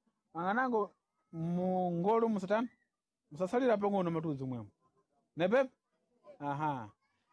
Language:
Sena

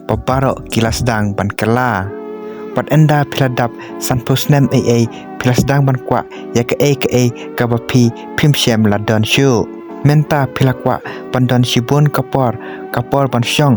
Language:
Khasi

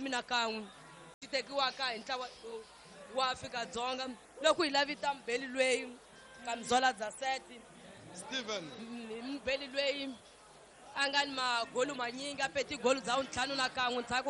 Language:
Tsonga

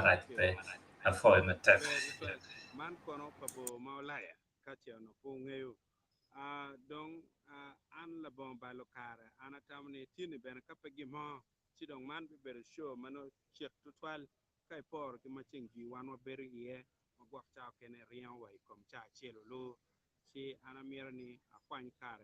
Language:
Acoli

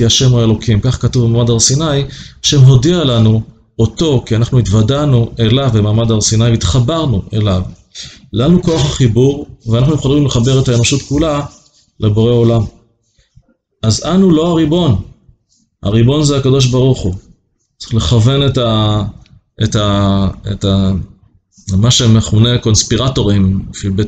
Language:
Hebrew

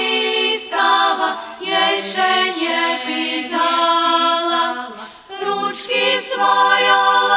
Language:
Rusyn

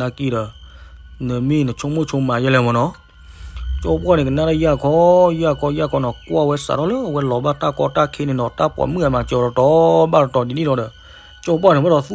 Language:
S'gaw Karen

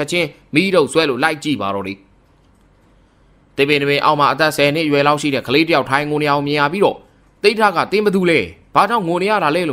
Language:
Burmese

